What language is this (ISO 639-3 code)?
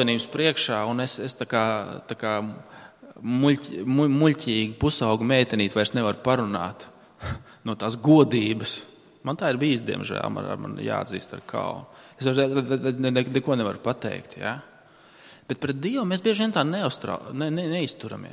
lav